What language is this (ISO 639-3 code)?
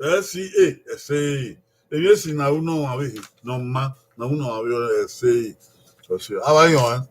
bin